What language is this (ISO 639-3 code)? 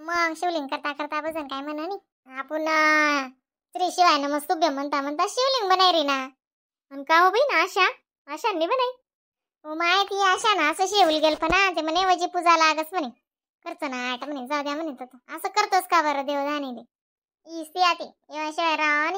khn